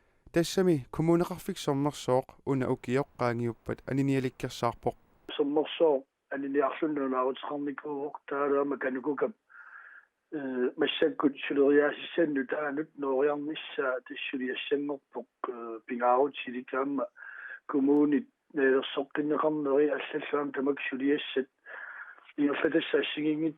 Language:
Kalaallisut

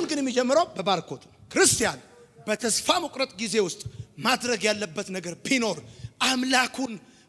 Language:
Amharic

